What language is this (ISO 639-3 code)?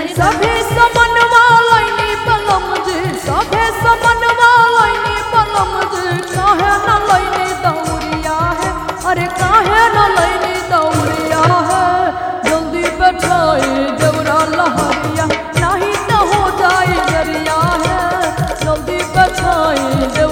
bho